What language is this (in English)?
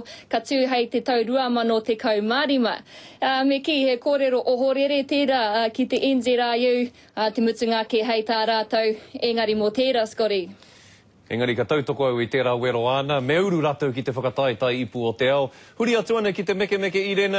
Māori